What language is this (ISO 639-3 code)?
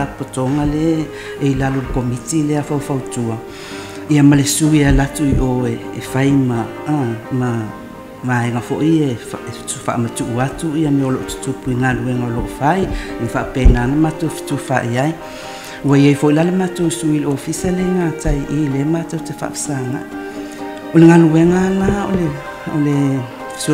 smo